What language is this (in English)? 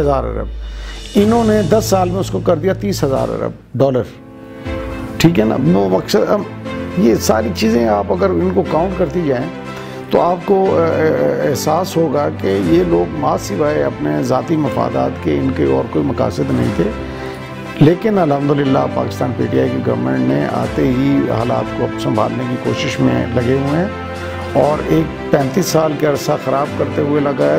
Urdu